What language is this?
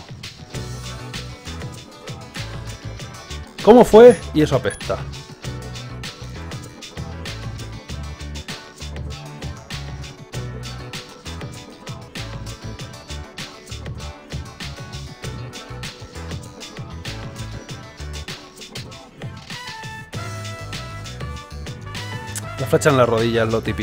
Spanish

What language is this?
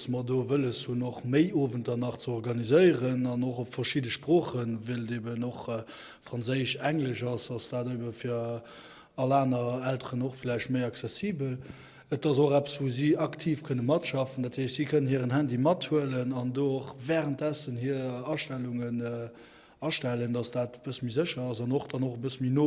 Luxembourgish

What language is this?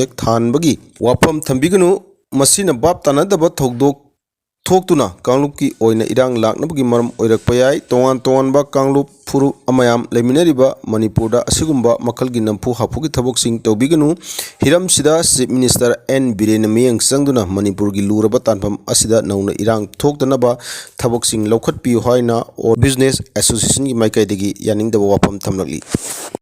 Manipuri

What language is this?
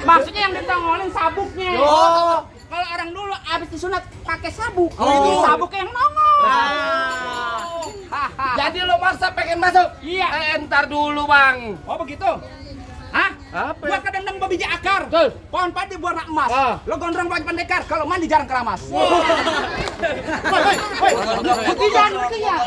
Betawi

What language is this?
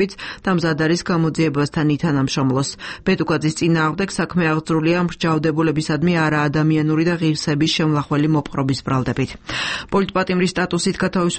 Georgian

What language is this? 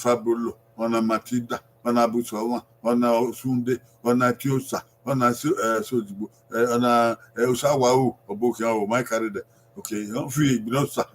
Bini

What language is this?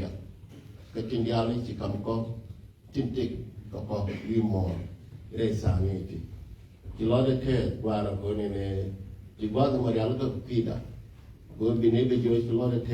Nuer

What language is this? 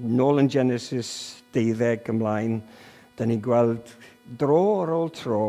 Welsh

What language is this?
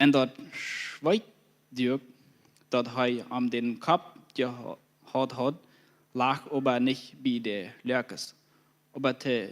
Plautdietsch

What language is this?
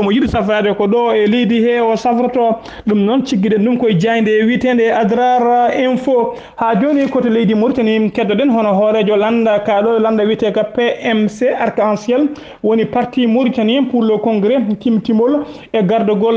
Fula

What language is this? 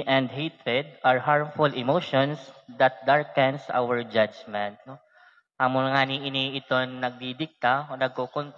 Waray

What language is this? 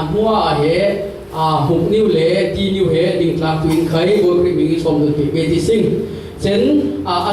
Falam Chin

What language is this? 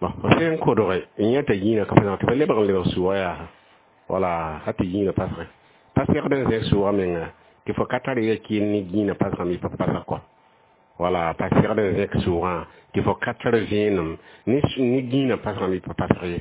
Mossi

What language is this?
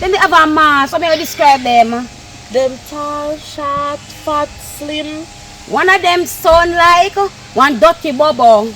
Jamaican Creole English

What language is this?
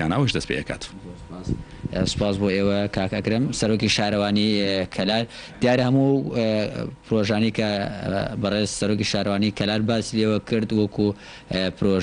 Central Kurdish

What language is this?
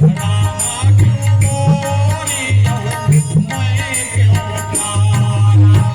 Chhattisgarhi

